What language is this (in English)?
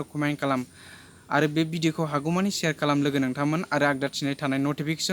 Bodo